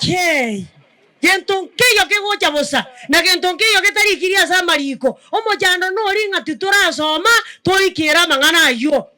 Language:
Gusii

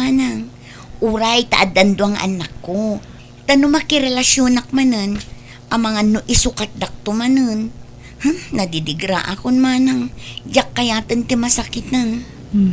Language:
Iloko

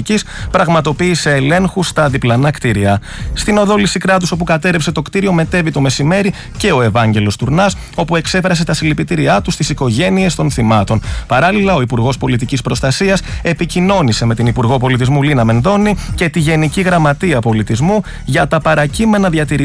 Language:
Greek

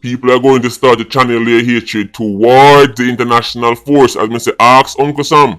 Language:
Jamaican Creole English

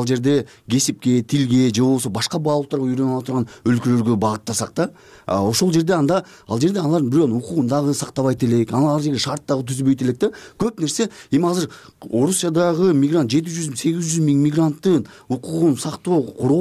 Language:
Kyrgyz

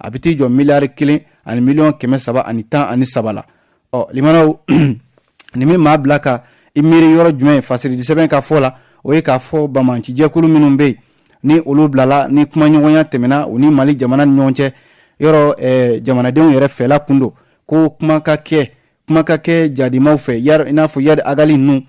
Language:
Bambara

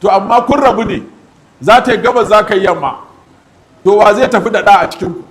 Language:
Hausa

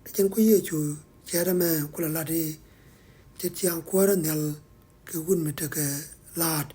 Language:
Nuer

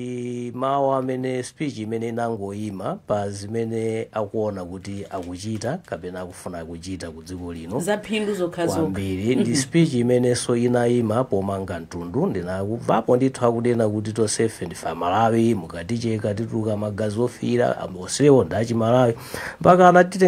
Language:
Nyanja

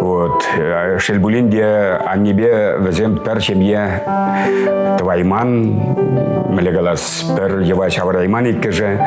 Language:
Chuvash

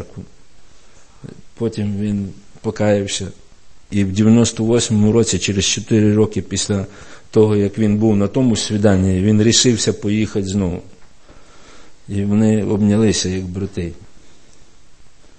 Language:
Ukrainian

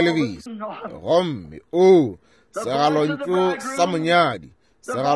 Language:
Northern Sotho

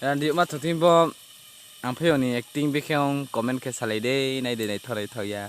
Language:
Riang (India)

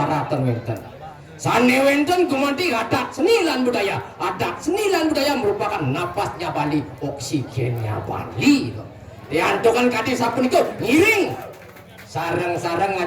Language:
Balinese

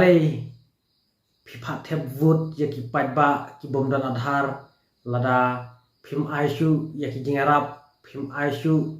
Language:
Khasi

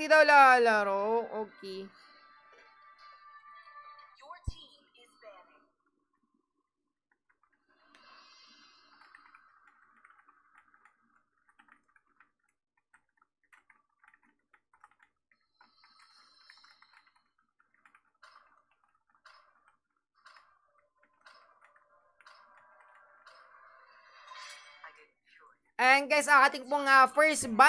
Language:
Filipino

